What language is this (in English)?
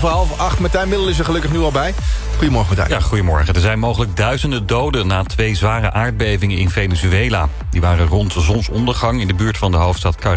Dutch